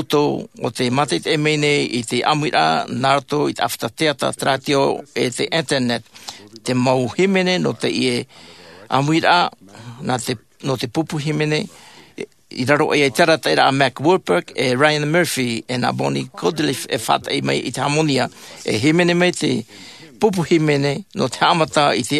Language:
Tahitian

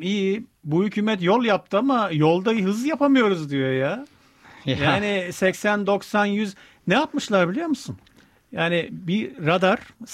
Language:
Turkish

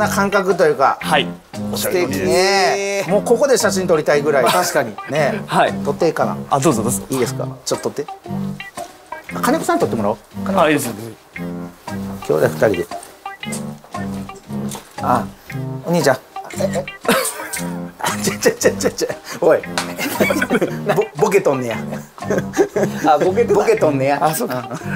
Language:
Japanese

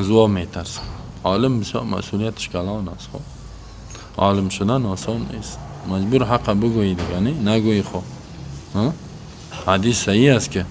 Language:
Persian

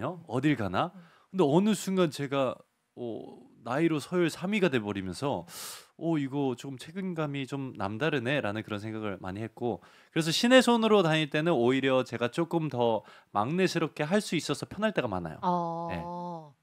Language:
Korean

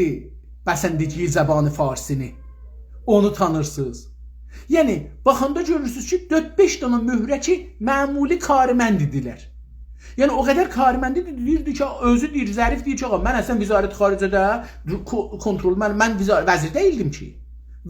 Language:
South Azerbaijani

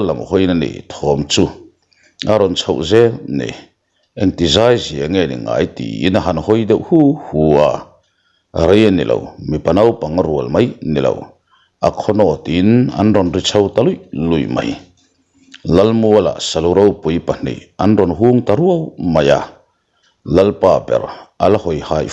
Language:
Mizo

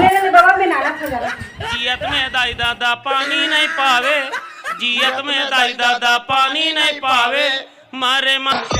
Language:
Chhattisgarhi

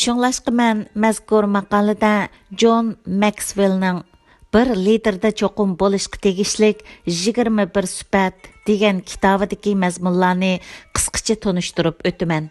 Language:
Uyghur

